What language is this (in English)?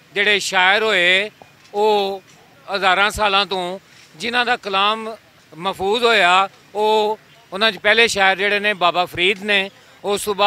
Western Panjabi